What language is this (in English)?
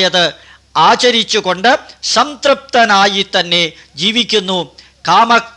Malayalam